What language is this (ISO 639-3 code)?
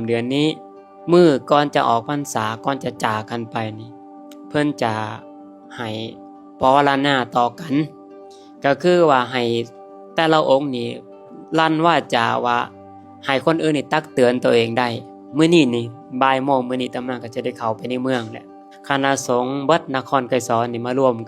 lao